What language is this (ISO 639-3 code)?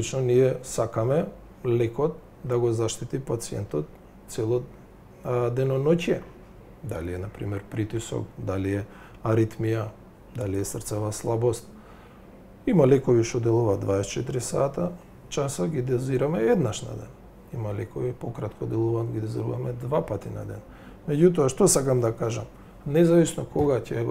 mkd